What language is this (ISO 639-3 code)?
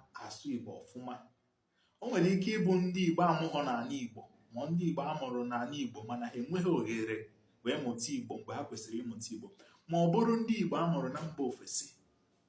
ibo